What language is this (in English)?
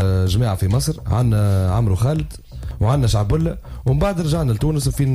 Tunisian Arabic